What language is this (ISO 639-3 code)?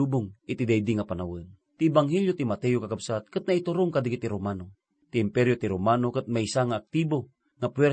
ilo